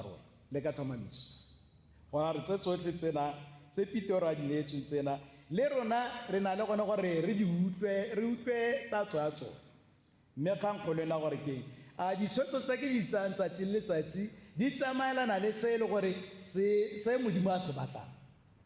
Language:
Tswana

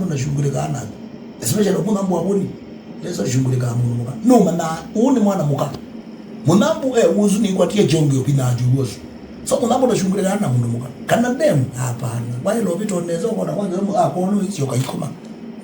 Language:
Kamba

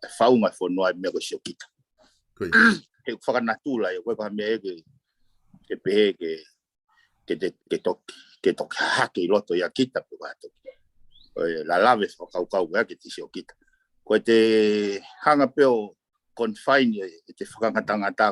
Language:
Tongan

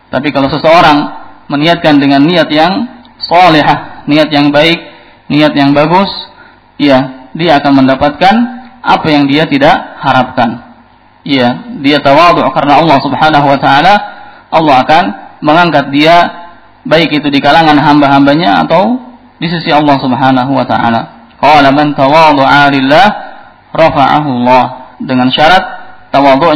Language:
Indonesian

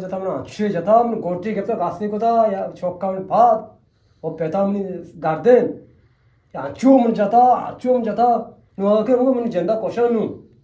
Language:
Eastern Balochi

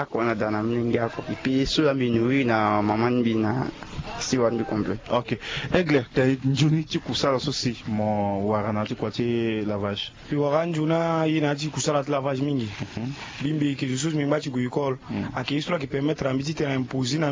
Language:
Sango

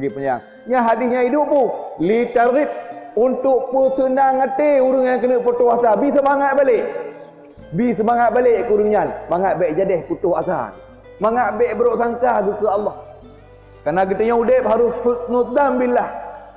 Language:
Achinese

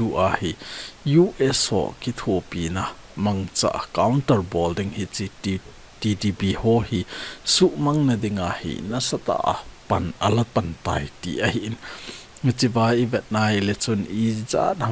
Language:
Thado Chin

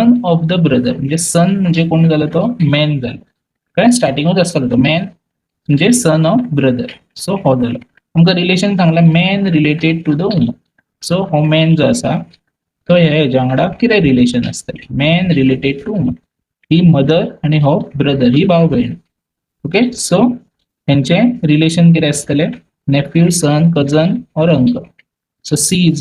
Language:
Konkani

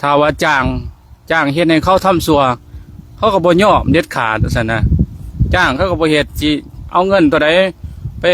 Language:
Lao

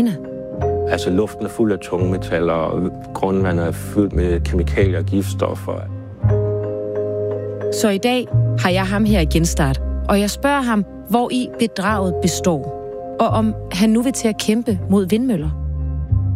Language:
Danish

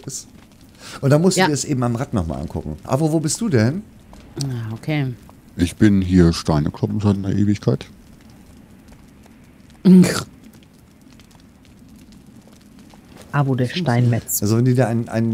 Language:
German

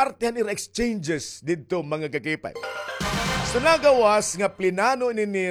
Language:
Waray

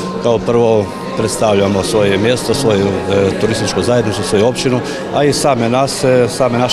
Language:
Croatian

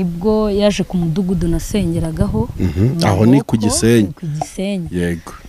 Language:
Kinyarwanda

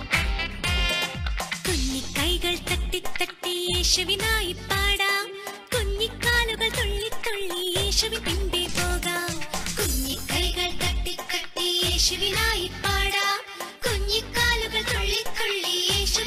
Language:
Malayalam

